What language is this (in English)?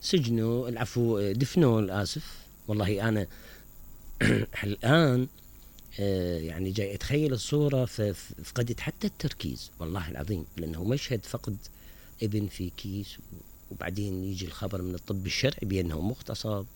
Mesopotamian Arabic